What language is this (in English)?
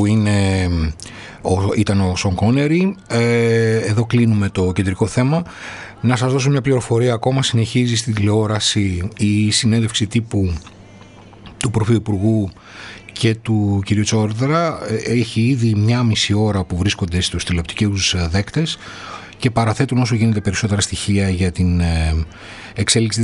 Greek